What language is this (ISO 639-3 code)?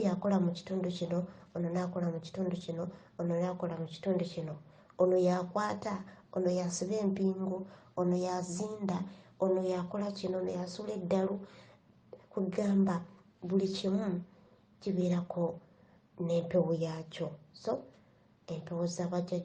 lug